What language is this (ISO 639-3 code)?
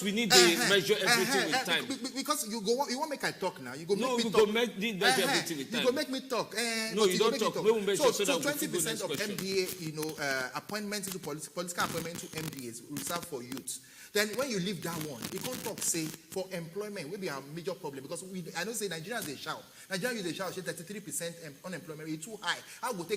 pcm